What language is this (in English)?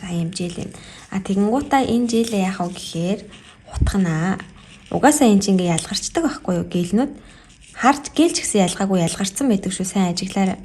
Mongolian